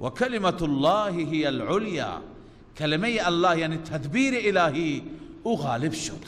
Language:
Persian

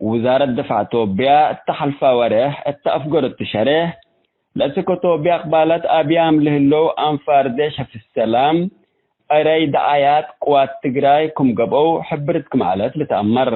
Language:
Tigre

